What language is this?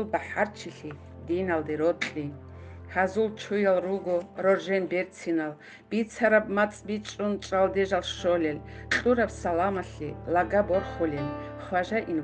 Avaric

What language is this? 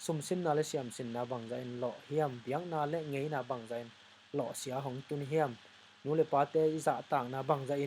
Tedim Chin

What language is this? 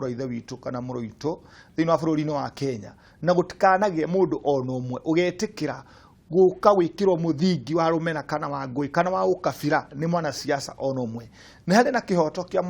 Kikuyu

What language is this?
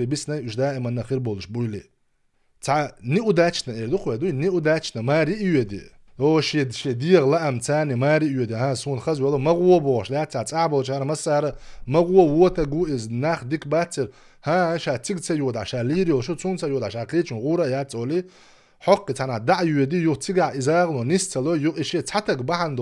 Chechen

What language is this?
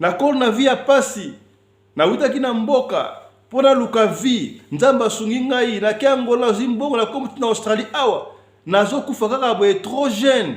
Lingala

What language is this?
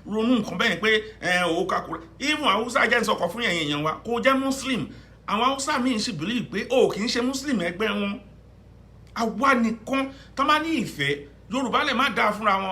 Yoruba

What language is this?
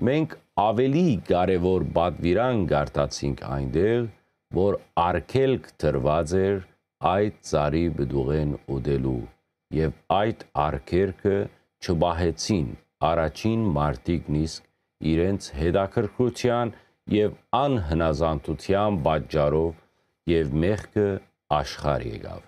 Western Armenian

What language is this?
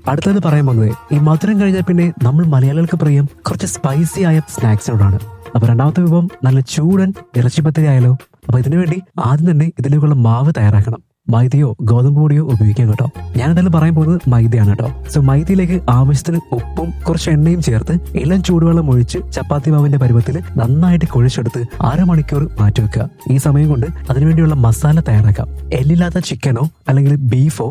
Malayalam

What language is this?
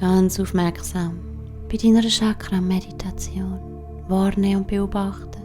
Swiss German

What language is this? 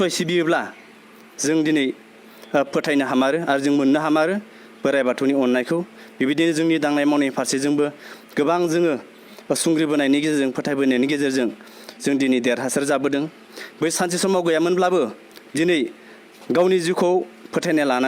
Bodo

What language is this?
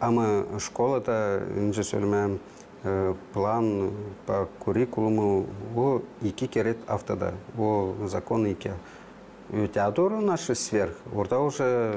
Gagauz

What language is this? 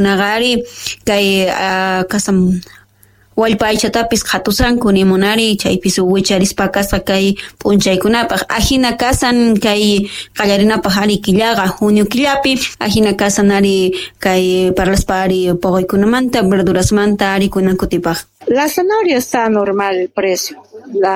South Bolivian Quechua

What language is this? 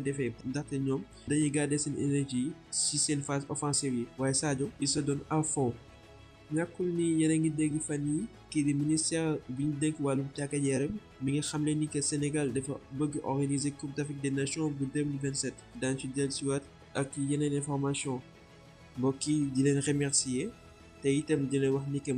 Wolof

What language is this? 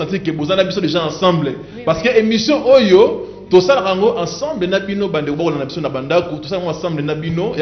Lingala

